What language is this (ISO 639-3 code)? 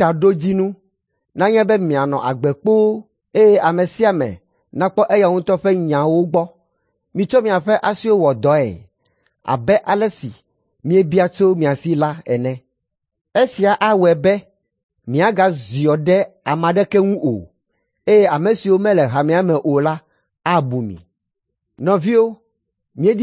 ewe